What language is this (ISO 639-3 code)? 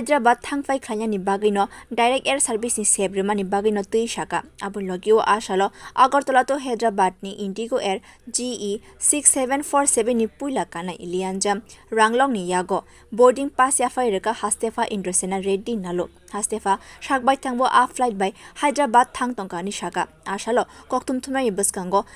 trp